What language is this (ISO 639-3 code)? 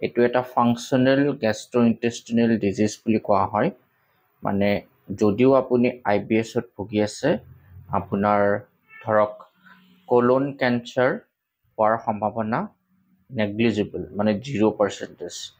asm